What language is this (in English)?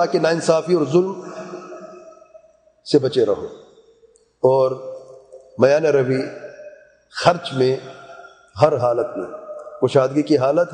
Urdu